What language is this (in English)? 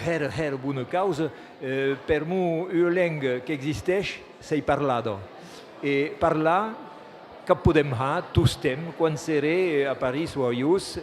Occitan